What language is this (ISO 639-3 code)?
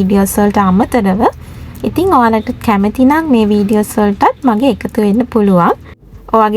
sin